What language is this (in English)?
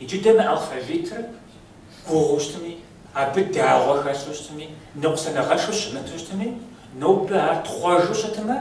Kabardian